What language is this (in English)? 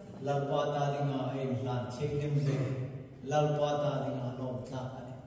Hmar